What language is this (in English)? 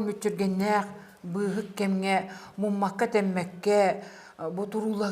Yakut